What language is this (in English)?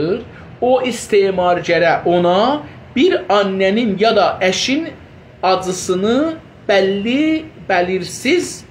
South Azerbaijani